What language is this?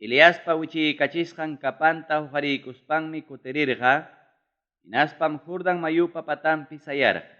Ayacucho Quechua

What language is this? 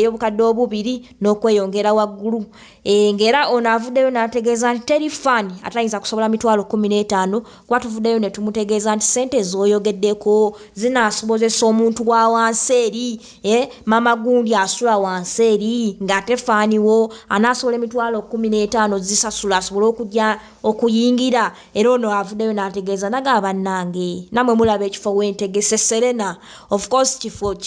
Ganda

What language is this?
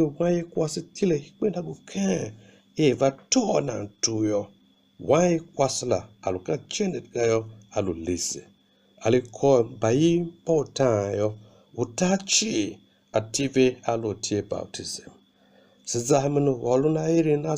Tiv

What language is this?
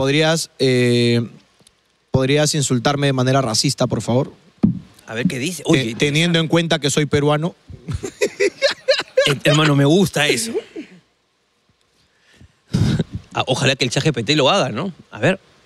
Spanish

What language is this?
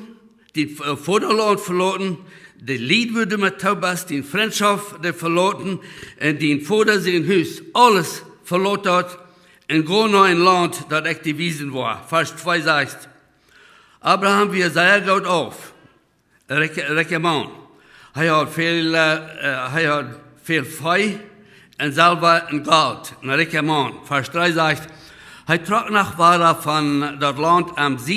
Plautdietsch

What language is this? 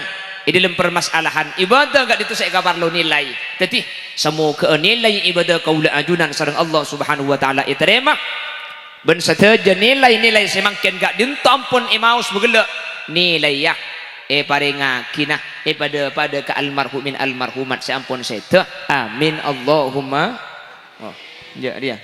Madurese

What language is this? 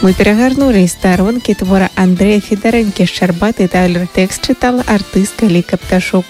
Belarusian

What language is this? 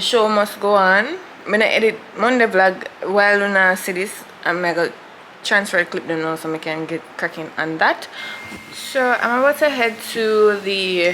Jamaican Creole English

